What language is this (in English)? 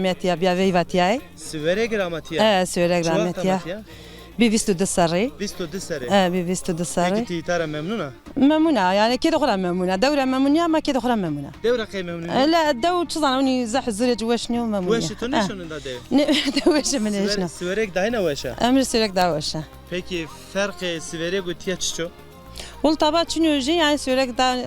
Zaza